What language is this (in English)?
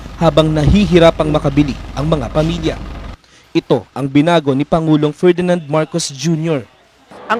Filipino